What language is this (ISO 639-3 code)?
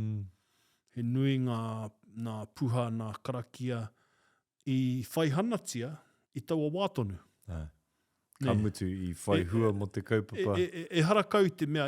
mri